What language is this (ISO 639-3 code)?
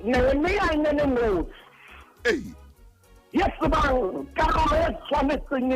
sot